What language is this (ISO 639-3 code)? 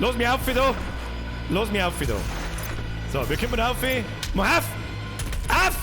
bar